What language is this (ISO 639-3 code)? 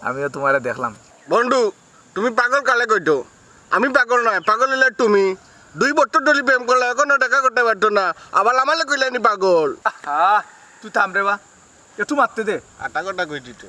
syl